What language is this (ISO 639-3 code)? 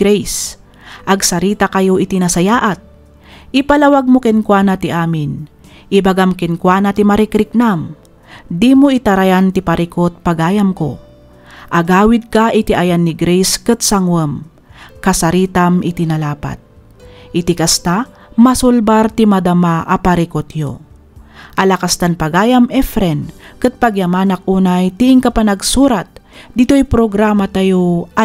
ilo